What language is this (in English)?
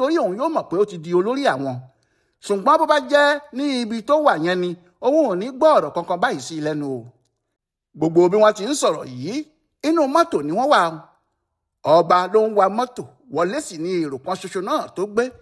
Yoruba